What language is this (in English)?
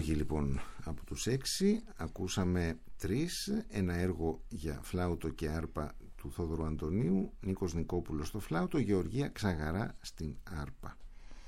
Greek